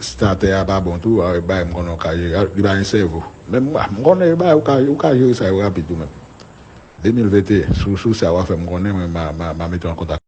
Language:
Haitian Creole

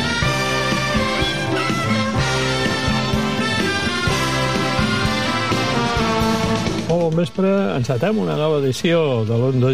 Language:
Catalan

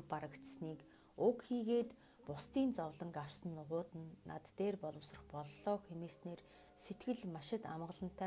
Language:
Mongolian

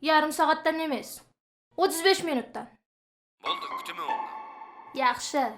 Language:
Kara-Kalpak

